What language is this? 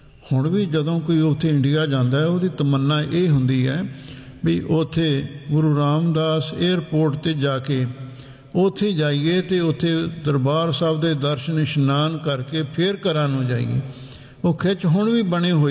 Punjabi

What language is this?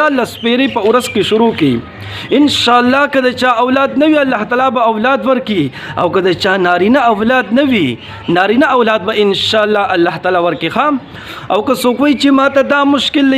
Pashto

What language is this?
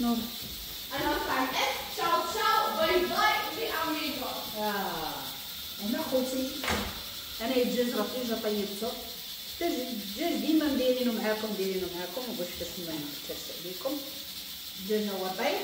Moroccan Arabic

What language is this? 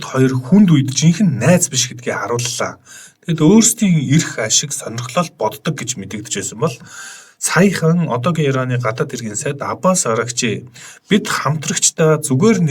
Mongolian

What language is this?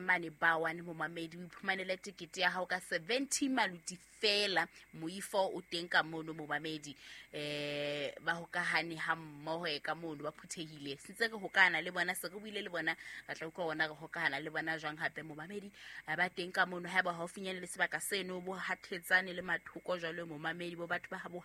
Southern Sotho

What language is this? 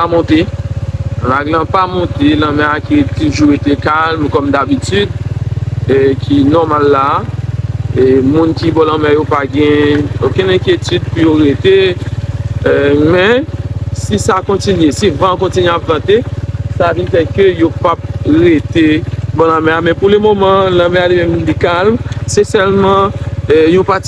Haitian Creole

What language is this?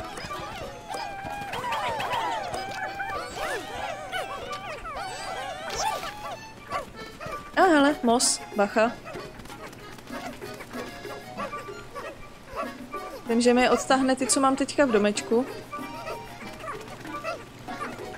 Czech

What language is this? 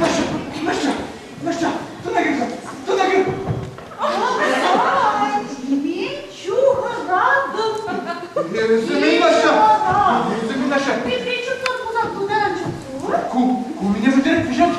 Chuvash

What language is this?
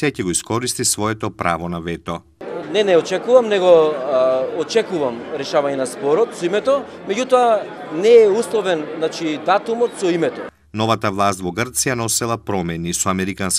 Macedonian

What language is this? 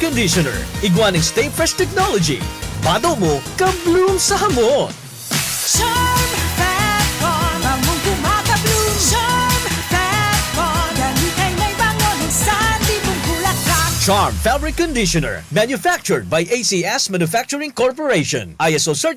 Bikol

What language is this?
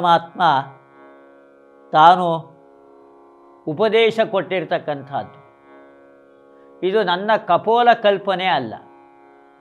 Kannada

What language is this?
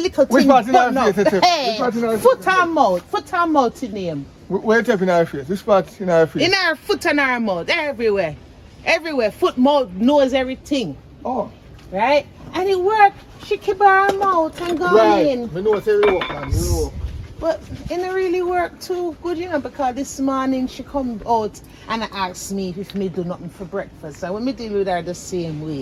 Jamaican Creole English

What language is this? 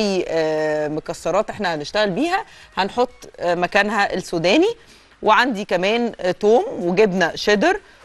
Egyptian Arabic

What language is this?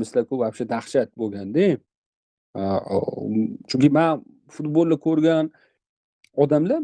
Uzbek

